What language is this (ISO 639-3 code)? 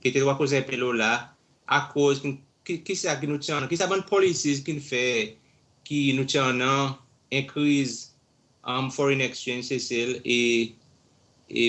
crs